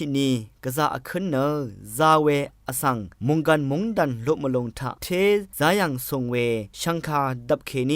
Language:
Rawang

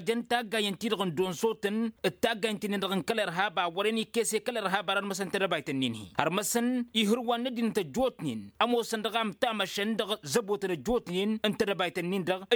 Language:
Tamasheq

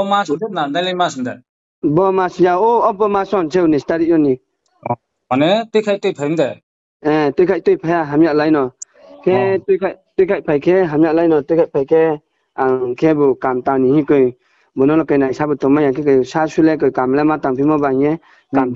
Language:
Riang (India)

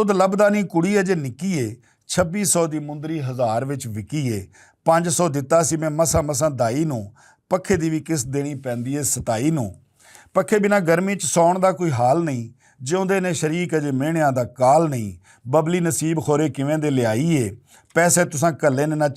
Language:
Western Panjabi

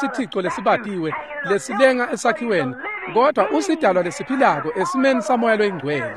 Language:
Swati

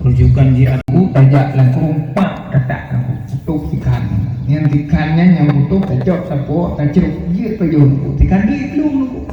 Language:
Achinese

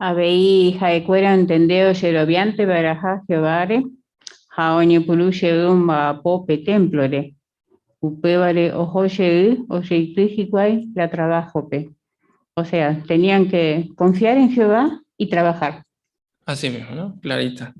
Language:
Guarani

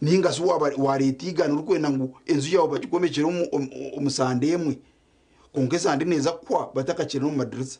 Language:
Nyankole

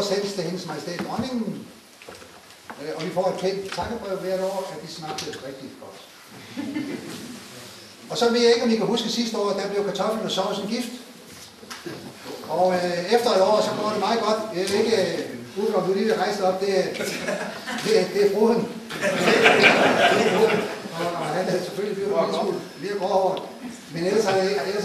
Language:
Danish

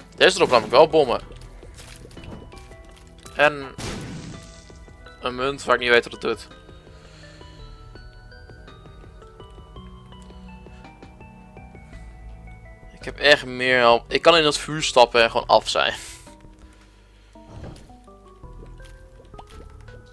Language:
Dutch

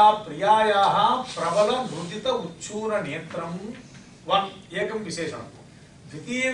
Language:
Sanskrit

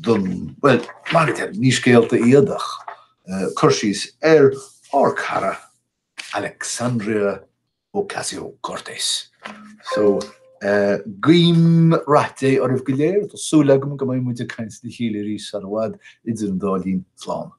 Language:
Irish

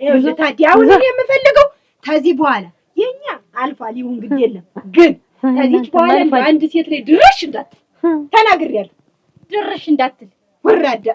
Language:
Amharic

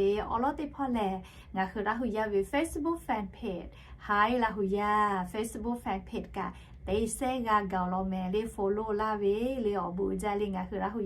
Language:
Lahu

